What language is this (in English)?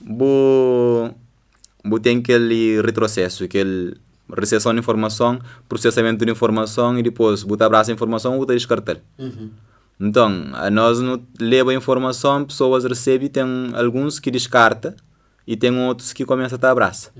Kabuverdianu